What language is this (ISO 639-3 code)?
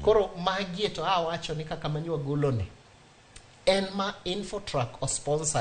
luo